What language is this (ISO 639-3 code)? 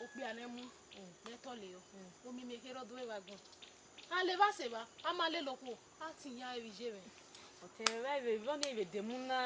bin